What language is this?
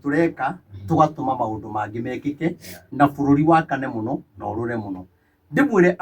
Kikuyu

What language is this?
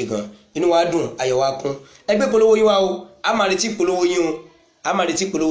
Yoruba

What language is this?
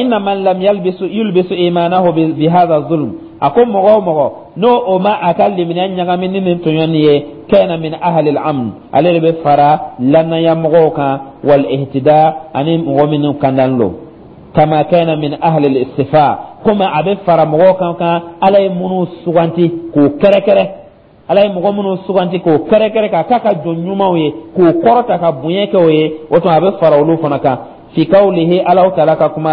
Dyula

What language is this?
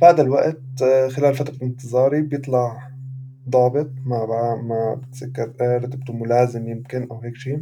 North Levantine Arabic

